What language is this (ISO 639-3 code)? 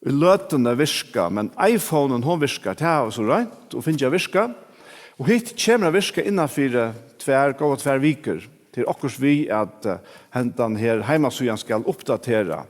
fao